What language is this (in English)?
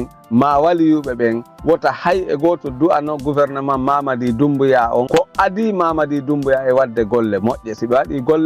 Fula